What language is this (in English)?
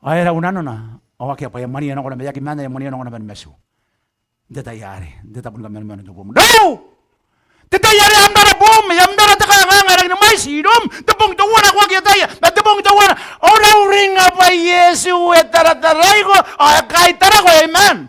Gilbertese